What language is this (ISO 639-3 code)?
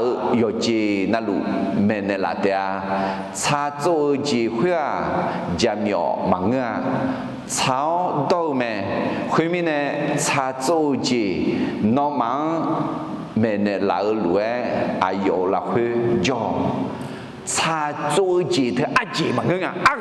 ahk